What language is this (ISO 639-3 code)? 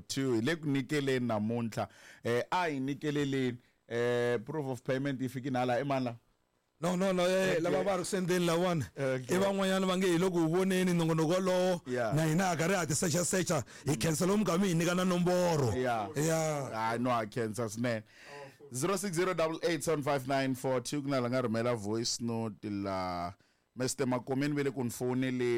tso